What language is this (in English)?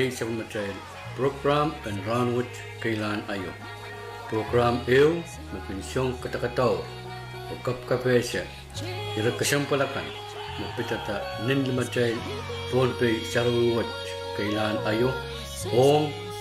Pohnpeian